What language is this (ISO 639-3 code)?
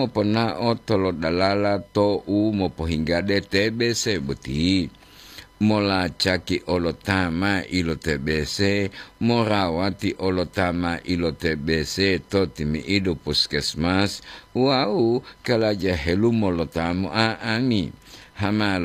gor